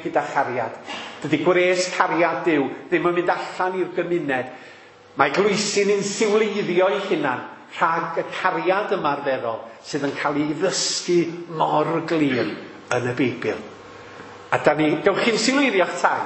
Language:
Welsh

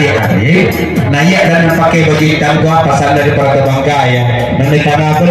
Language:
Minangkabau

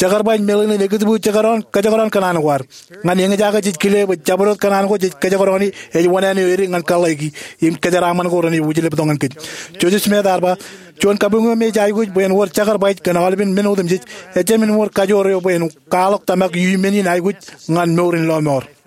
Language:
Marshallese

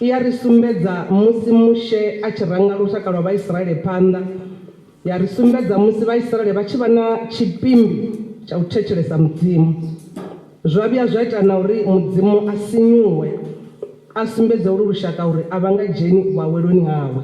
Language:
Venda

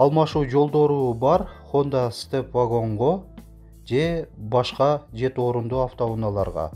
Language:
Kyrgyz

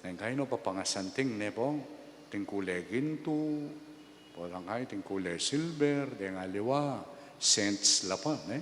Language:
Pampanga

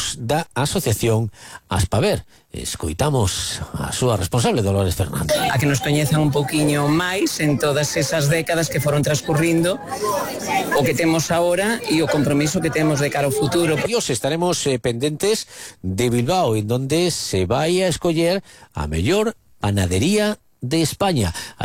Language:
Galician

